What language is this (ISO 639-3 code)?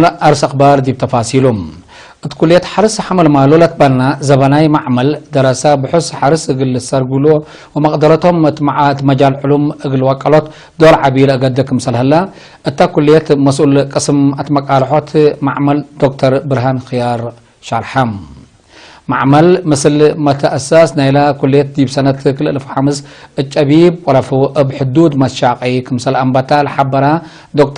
tig